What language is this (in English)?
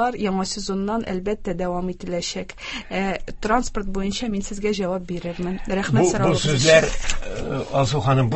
Tatar